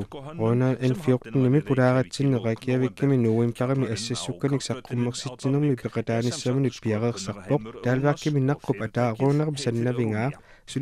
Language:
Kalaallisut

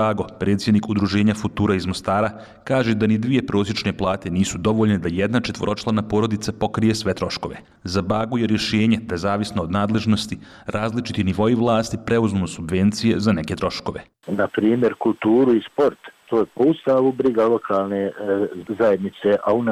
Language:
Bosnian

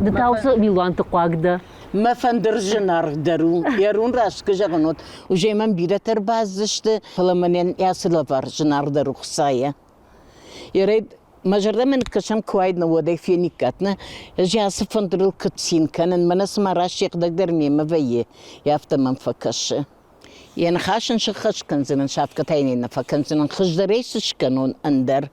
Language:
Ossetic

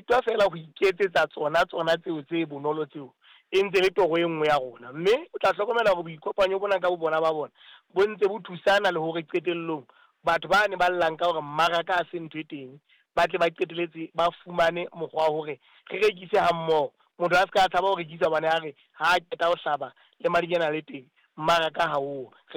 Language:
Southern Sotho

